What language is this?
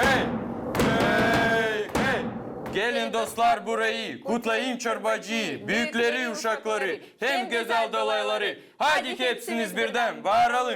Gagauz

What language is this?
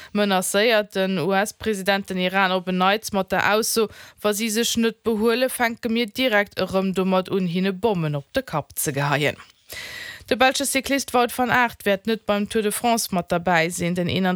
Luxembourgish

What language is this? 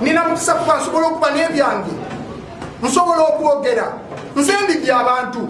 Ganda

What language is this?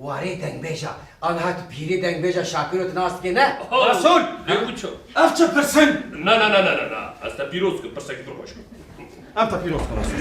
Kurdish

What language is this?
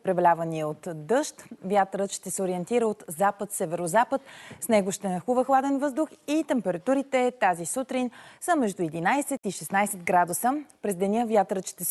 Bulgarian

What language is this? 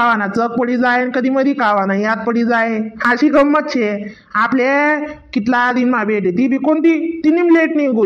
Khandesi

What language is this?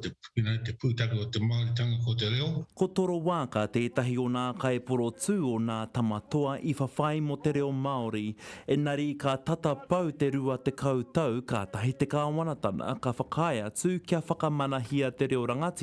Māori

